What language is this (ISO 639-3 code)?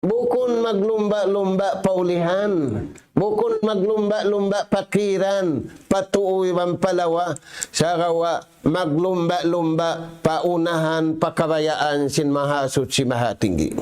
tsg